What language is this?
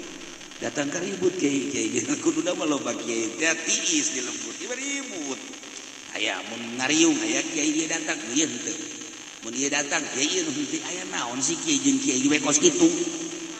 Sundanese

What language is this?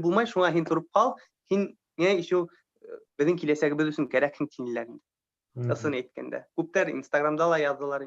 Bashkir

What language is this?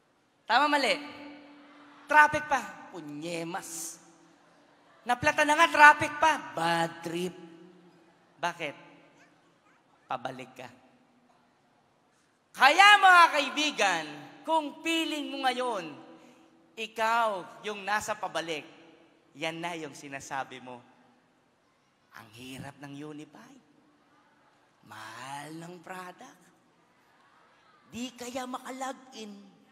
Filipino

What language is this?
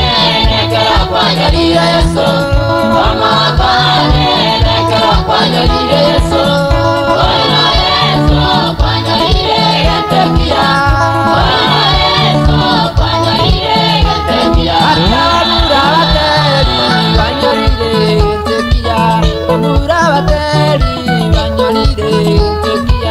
Gusii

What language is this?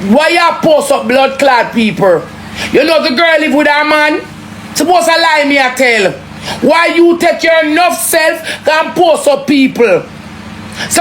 Jamaican Creole English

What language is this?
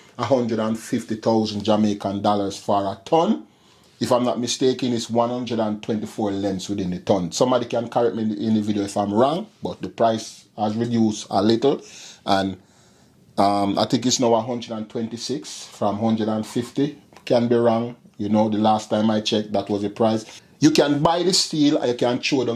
Jamaican Creole English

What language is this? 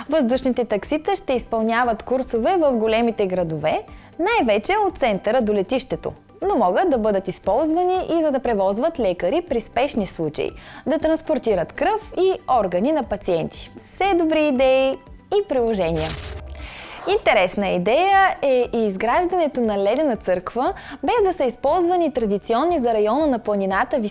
Bulgarian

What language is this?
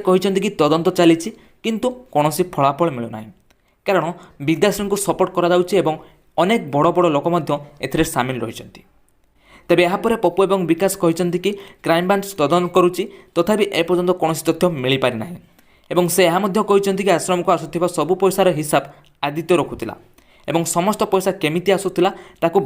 Odia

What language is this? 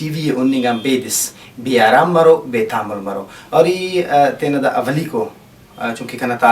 Brahui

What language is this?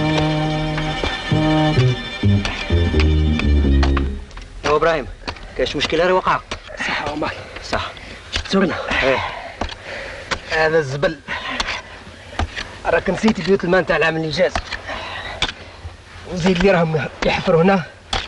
Algerian Arabic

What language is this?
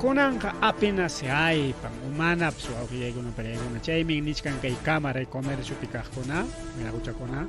Ayacucho Quechua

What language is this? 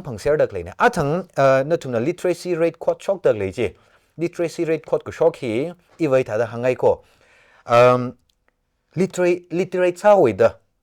Tangkhul Naga (India)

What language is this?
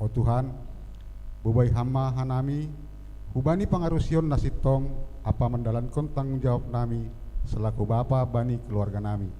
Batak Simalungun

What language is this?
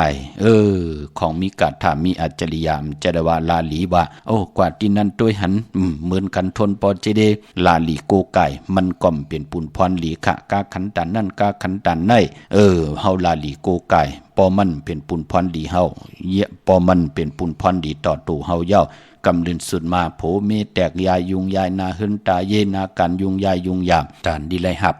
Shan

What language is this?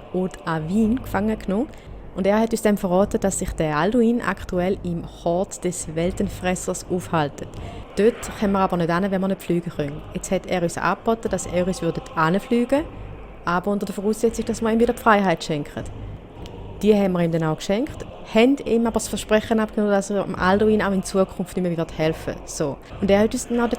Swiss German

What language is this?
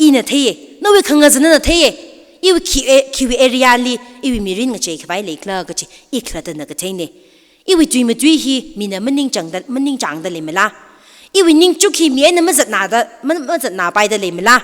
Tangkhul Naga (India)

